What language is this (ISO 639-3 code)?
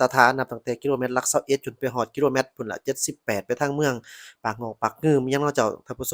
lao